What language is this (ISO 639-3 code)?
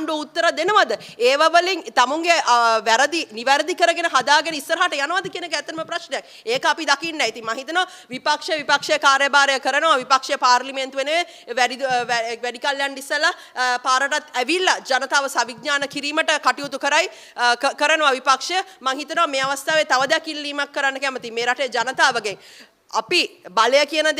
sin